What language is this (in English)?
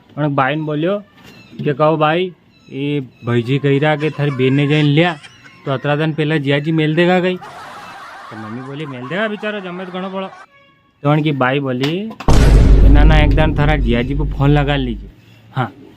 Rajasthani